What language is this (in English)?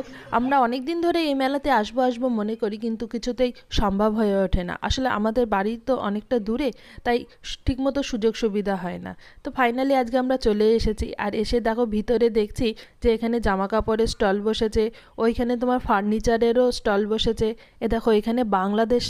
Bangla